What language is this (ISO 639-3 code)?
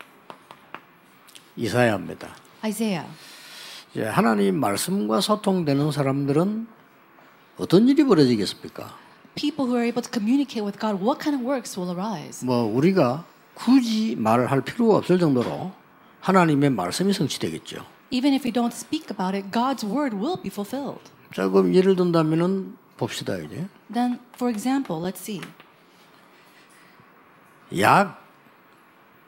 kor